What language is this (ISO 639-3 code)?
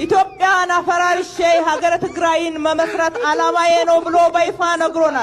amh